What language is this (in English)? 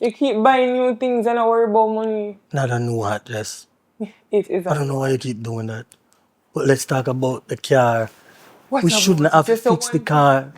Jamaican Creole English